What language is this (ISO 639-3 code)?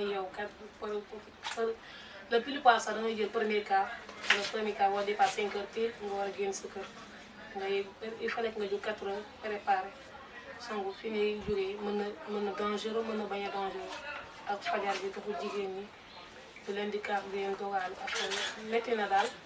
wol